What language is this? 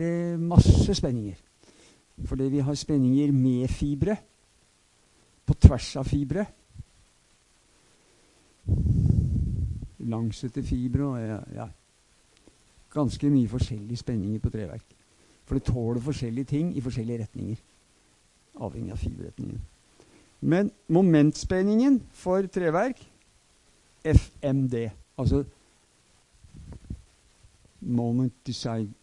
Norwegian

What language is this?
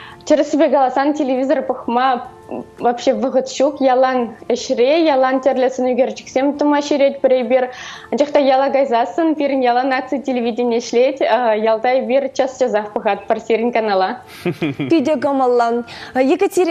Chuvash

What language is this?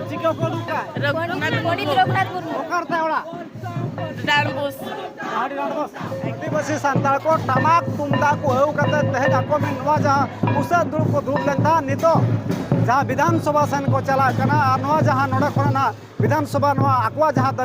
Santali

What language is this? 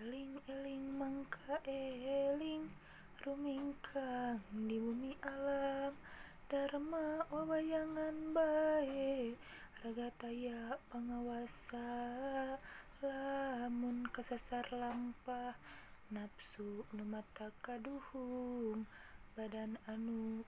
Sundanese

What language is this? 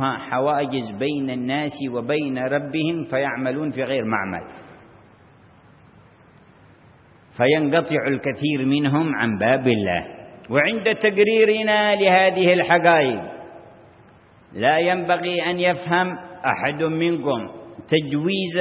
Arabic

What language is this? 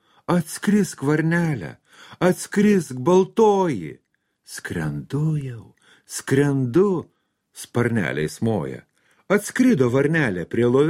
Lithuanian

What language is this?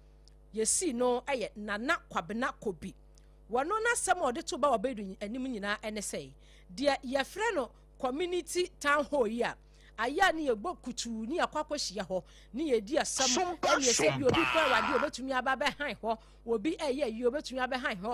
Akan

